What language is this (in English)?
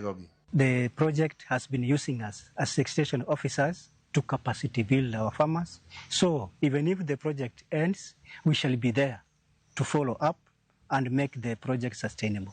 Luo (Kenya and Tanzania)